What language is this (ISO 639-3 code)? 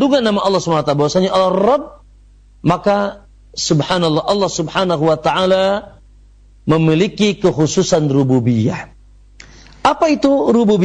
ind